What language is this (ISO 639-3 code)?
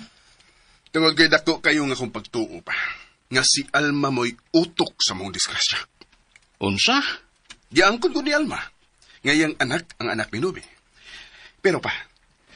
ceb